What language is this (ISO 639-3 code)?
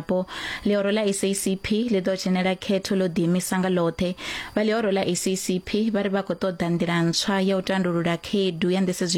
ven